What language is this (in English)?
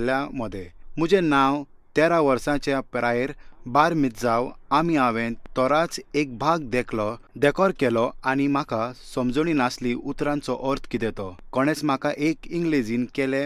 Konkani